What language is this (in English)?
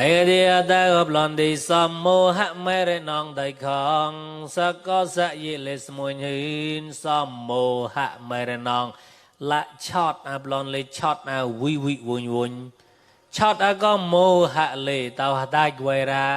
Mon